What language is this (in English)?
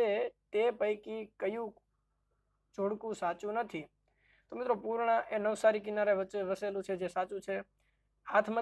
Gujarati